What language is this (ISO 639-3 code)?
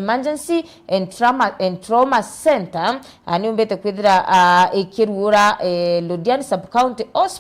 mer